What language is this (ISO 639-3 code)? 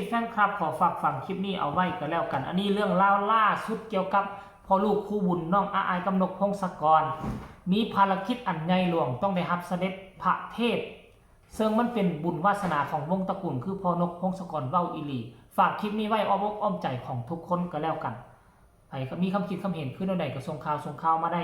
tts